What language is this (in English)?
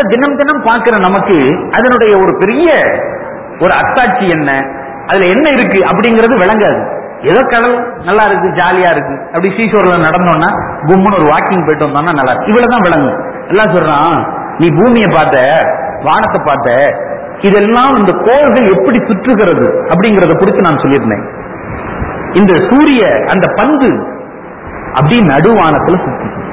Tamil